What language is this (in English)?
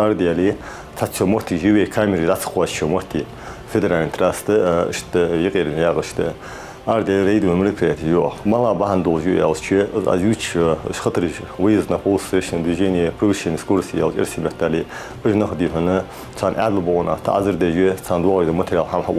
Ingush